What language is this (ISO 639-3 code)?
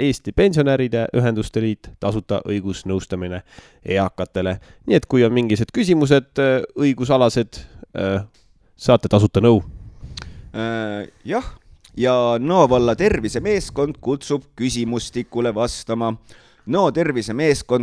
est